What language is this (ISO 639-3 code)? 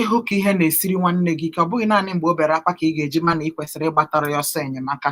ibo